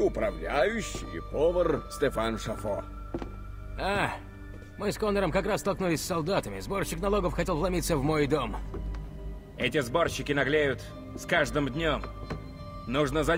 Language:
Russian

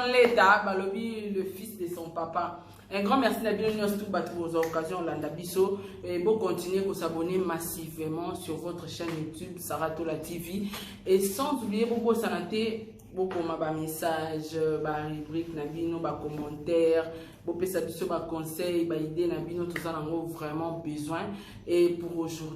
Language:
Lingala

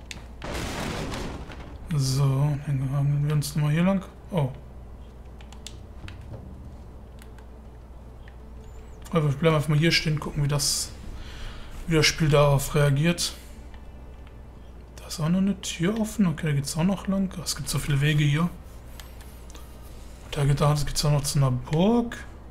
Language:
German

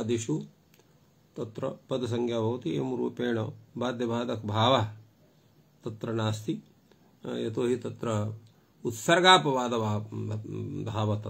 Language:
Sanskrit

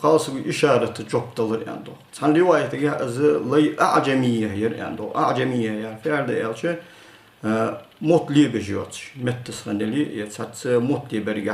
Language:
Ingush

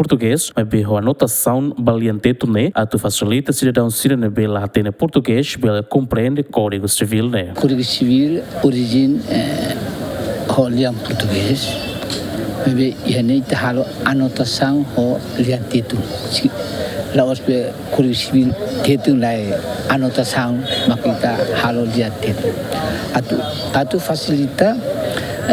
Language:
Tetum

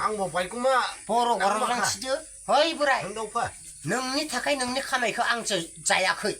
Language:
Dimasa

